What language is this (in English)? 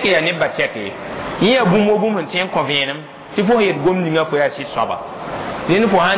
Mossi